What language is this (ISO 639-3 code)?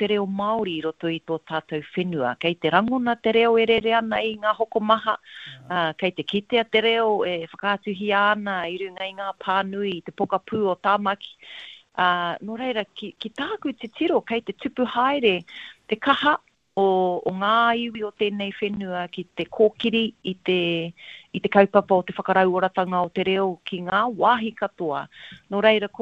mri